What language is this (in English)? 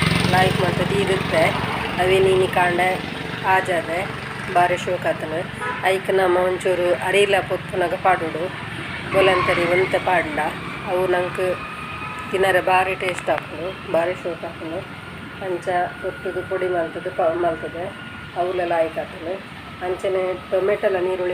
Tulu